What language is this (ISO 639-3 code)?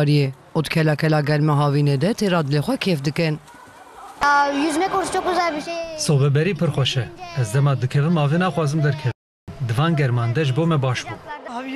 kur